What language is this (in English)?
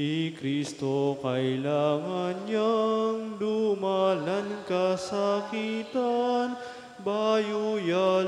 Pampanga